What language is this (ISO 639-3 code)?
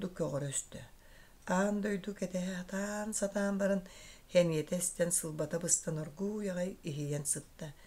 sah